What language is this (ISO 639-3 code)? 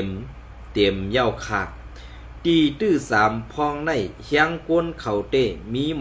shn